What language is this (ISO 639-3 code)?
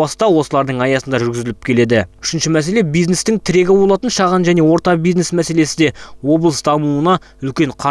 kaz